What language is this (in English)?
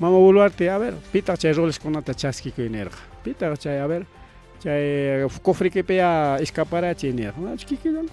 Ayacucho Quechua